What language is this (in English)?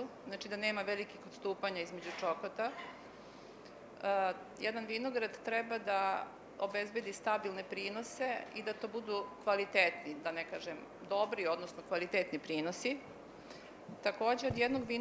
Serbian